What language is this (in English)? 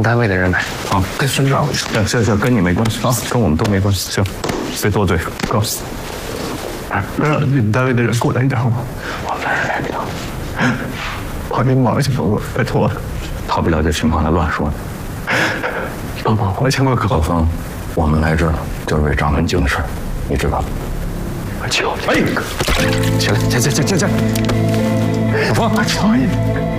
Chinese